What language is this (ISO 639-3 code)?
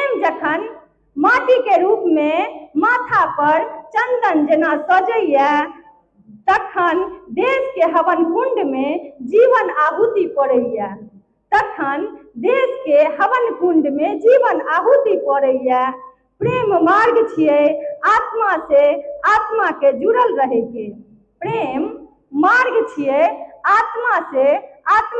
mai